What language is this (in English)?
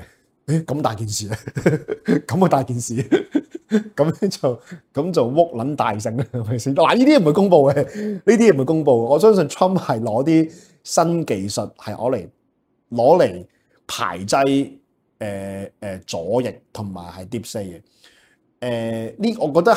Cantonese